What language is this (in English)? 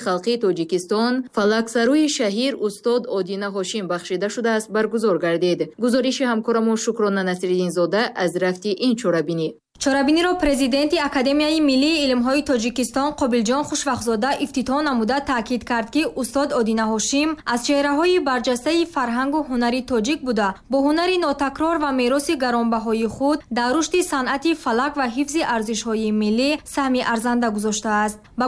Tajik